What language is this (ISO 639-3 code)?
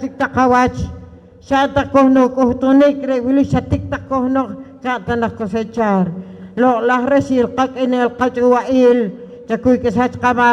poh